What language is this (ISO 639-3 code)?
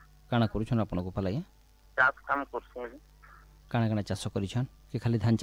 ori